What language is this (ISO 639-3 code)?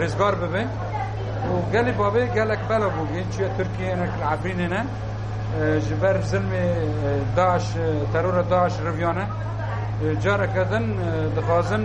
kur